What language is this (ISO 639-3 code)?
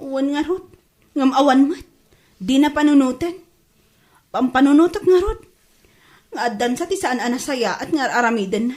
ilo